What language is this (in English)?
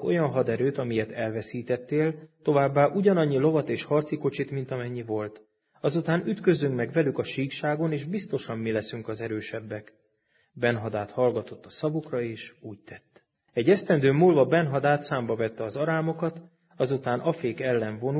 Hungarian